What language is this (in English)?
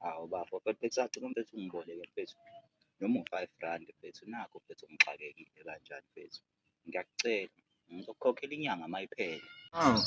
Zulu